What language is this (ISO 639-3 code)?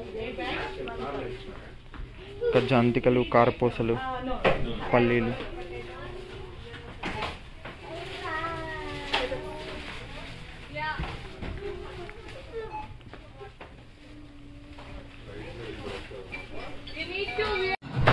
tel